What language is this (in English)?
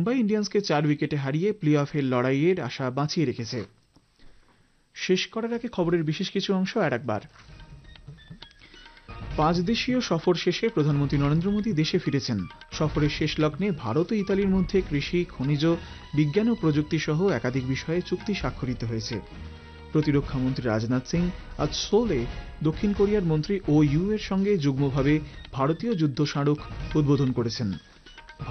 Bangla